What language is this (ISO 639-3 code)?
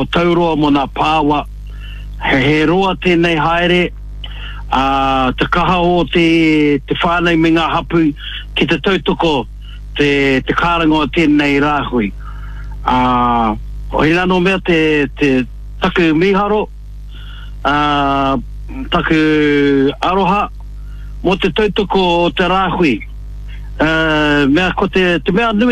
mri